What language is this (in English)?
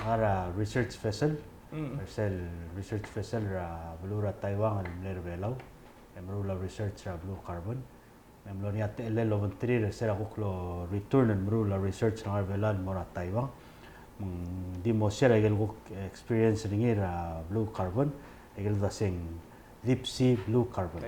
Palauan